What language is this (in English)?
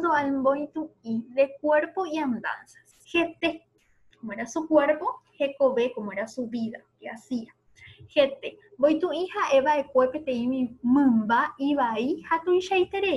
Guarani